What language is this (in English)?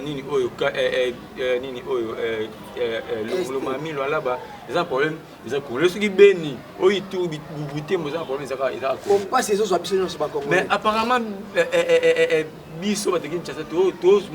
Lingala